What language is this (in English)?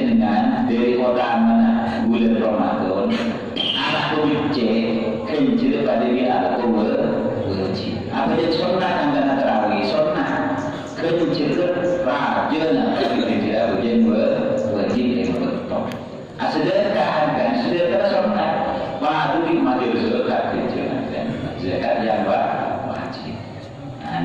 Madurese